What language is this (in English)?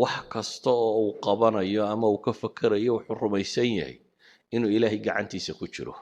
Somali